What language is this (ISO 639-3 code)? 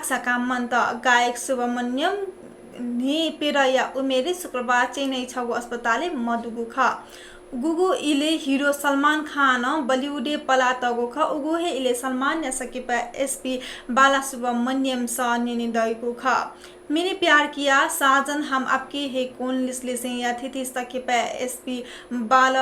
new